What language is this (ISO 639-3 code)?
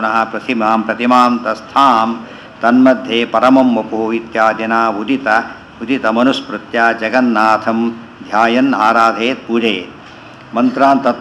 kan